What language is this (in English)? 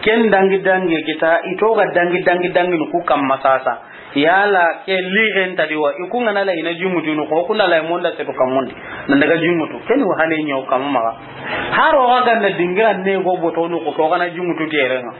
Soninke